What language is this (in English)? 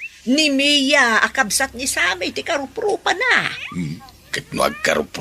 Iloko